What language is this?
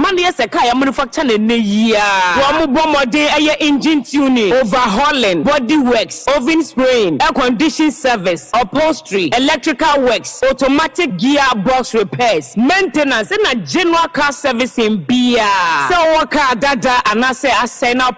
Akan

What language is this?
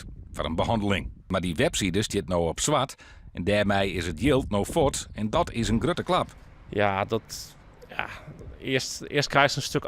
Western Frisian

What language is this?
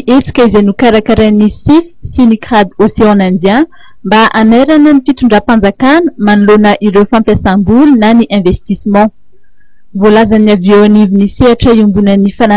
Malagasy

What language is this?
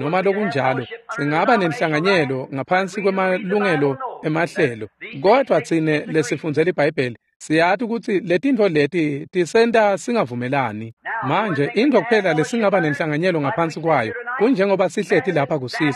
Swati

